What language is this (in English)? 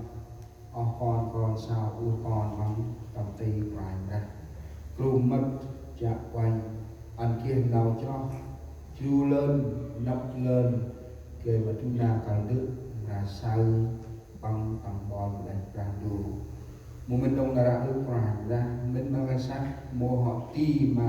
Central Mnong